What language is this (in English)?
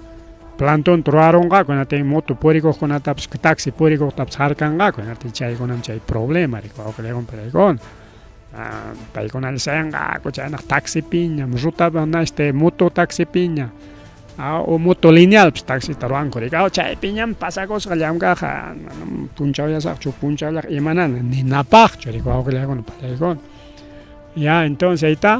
Ayacucho Quechua